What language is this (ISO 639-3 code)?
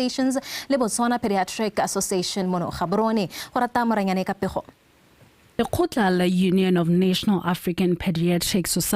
tsn